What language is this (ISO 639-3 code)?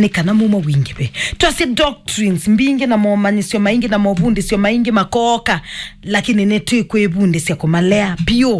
kam